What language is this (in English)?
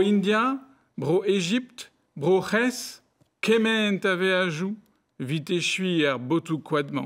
Breton